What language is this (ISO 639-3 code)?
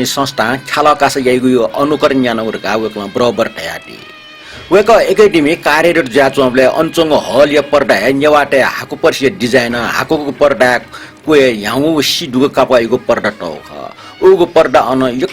new